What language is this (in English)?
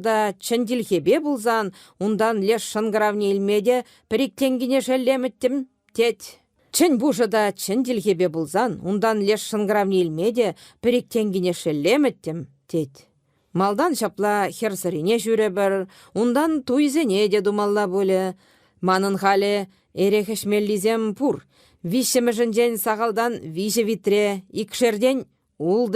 Chuvash